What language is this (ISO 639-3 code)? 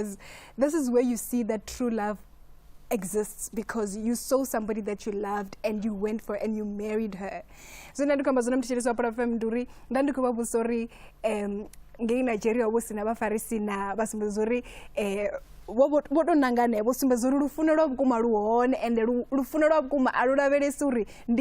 ven